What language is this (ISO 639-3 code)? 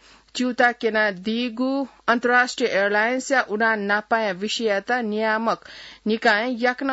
new